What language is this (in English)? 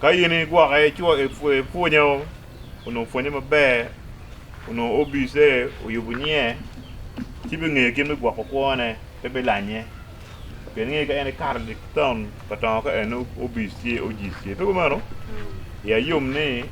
Acoli